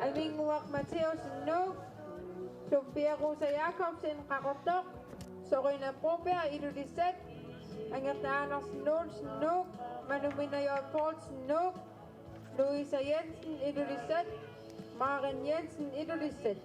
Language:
Kalaallisut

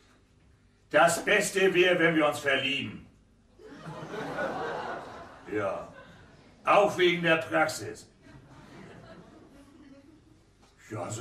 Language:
German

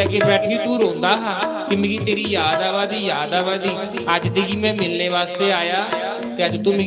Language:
Dogri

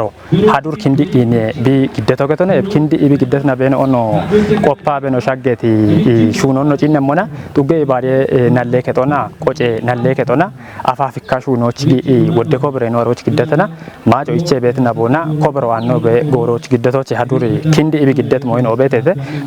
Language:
Kafa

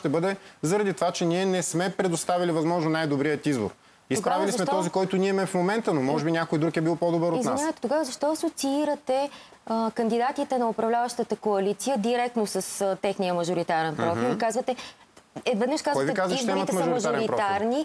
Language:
Bulgarian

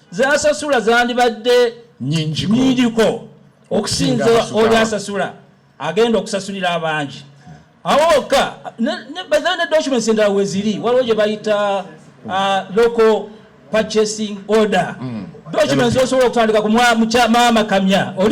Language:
Ganda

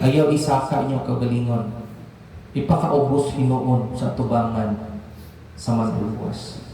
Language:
Cebuano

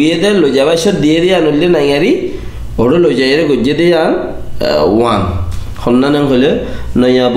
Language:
Rohingya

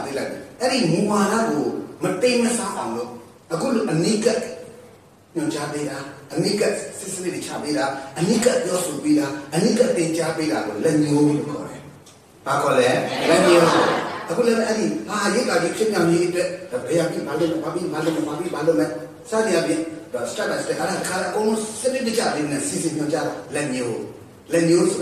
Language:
Burmese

